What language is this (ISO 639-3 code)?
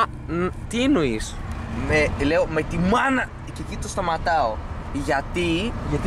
ell